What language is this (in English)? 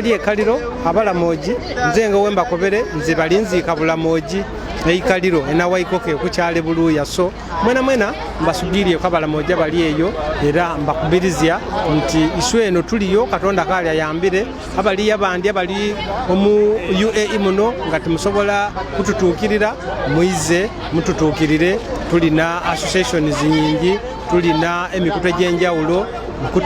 Soga